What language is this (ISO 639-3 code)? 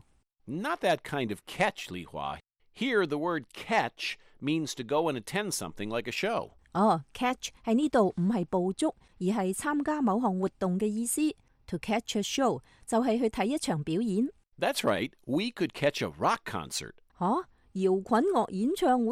yue